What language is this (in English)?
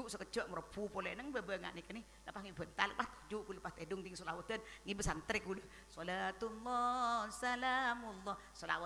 Madurese